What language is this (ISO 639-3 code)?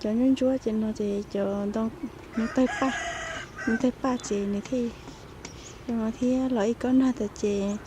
hmn